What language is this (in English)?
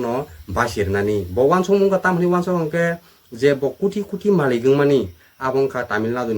Kok Borok